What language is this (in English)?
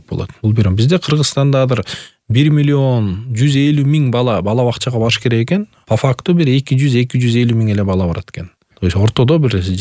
Kyrgyz